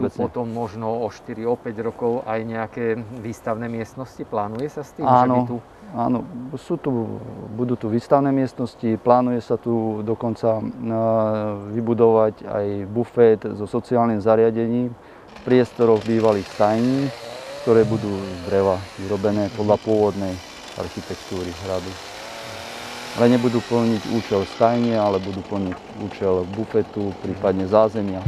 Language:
Slovak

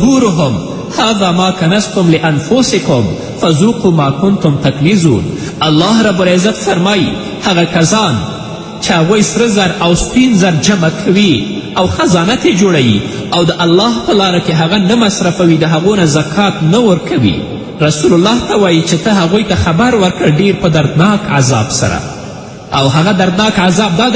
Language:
Pashto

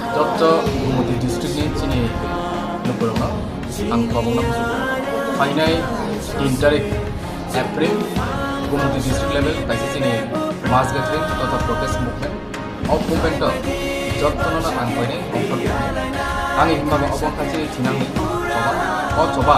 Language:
Kok Borok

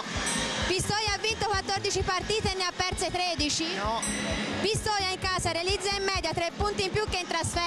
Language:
Italian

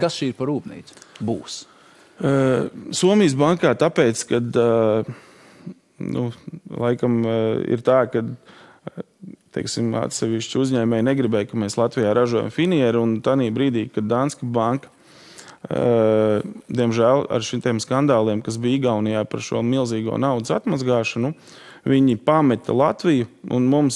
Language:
Latvian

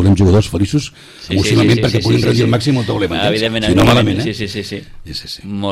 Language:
Catalan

